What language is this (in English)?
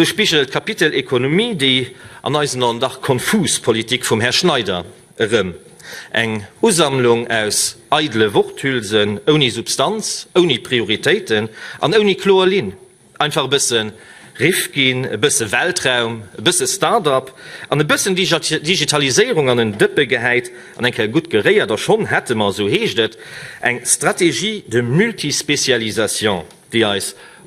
Luxembourgish